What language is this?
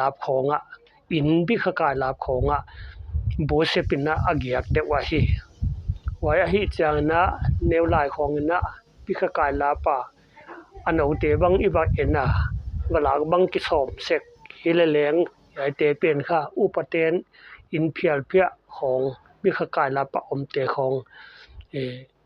Paite Chin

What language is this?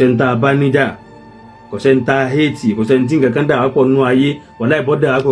Yoruba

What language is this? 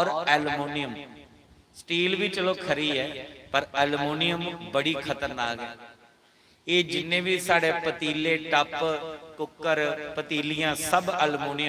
Dogri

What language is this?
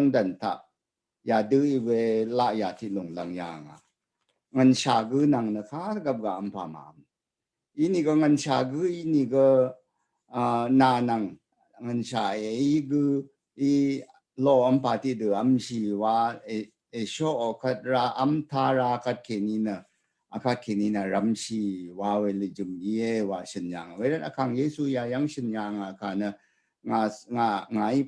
Rawang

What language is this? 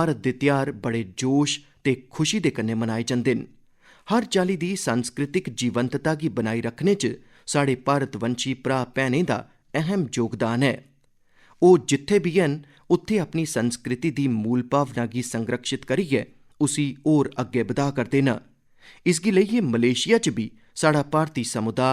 Dogri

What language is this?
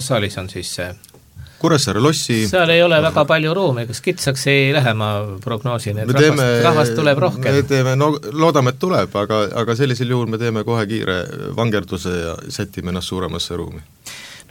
Estonian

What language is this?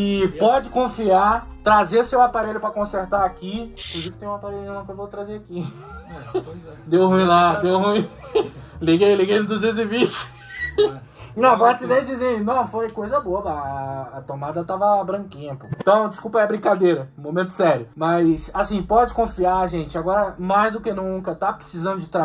Portuguese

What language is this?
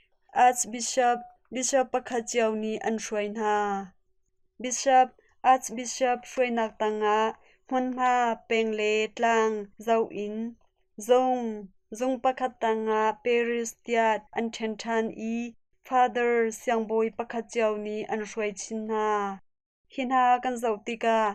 Hakha Chin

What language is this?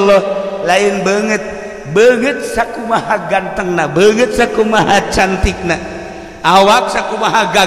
Sundanese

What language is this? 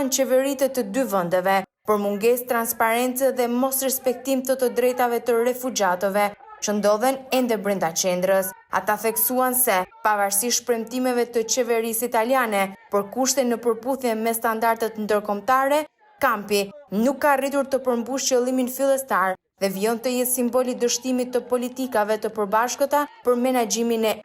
Albanian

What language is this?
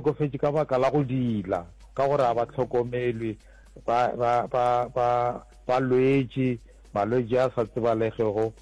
Northern Sotho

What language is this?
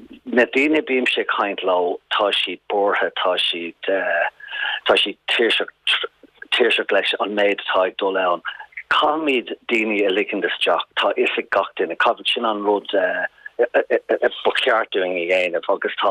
Irish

